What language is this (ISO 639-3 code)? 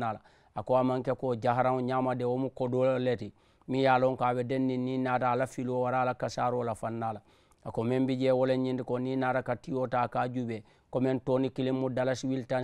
man